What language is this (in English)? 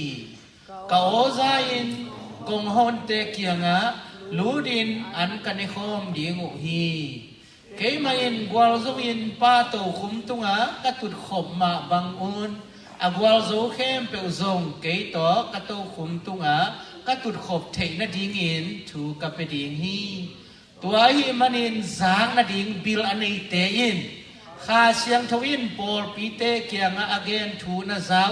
Tedim Chin